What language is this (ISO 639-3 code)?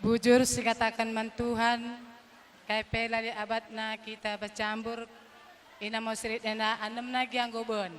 btx